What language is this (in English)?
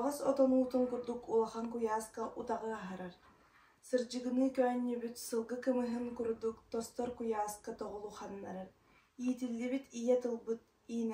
Yakut